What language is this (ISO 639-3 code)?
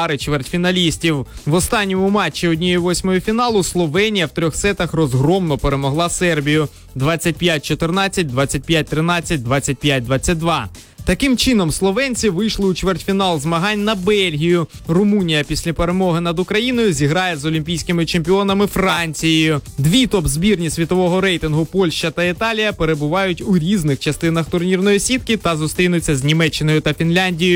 ukr